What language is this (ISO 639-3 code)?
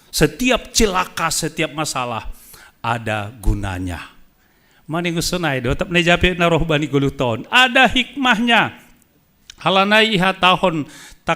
bts